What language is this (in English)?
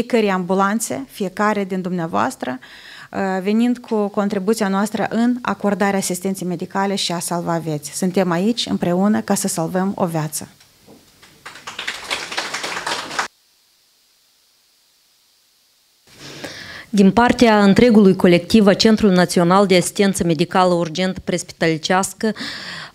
Romanian